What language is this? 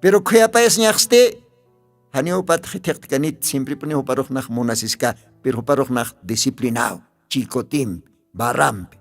Aymara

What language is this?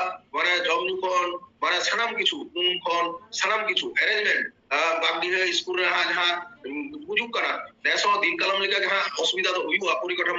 Santali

